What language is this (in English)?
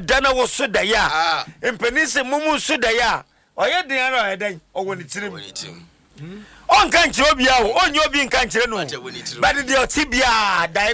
Akan